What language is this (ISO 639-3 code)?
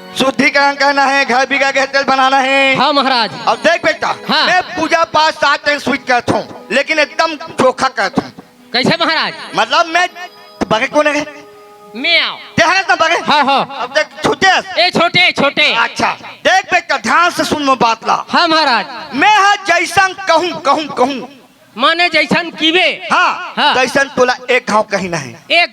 hne